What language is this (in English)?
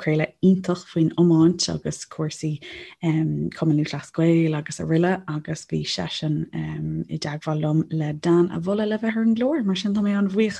Irish